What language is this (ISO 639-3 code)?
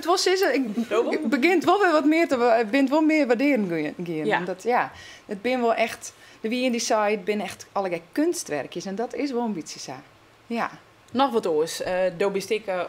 fry